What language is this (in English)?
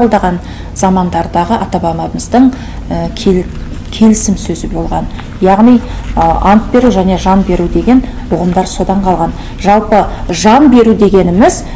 Kazakh